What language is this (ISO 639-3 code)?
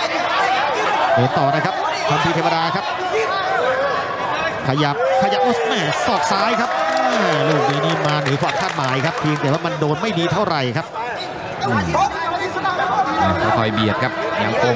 tha